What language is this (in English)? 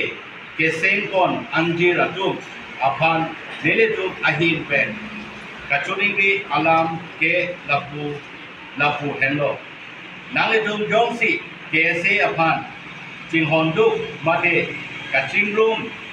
Karbi